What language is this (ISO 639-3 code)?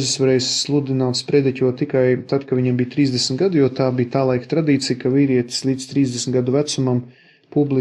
lav